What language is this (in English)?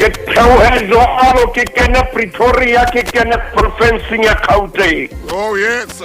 Southern Sotho